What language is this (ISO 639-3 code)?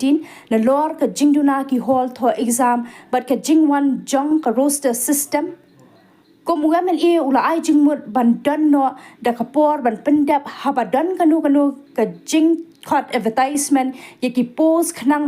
kha